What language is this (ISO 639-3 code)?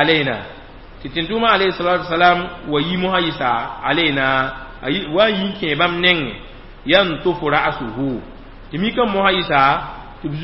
mos